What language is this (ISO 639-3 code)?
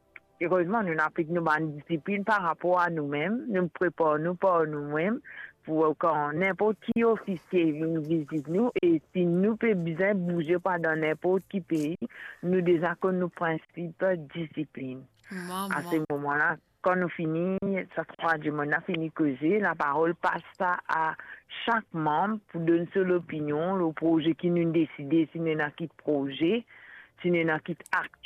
mfe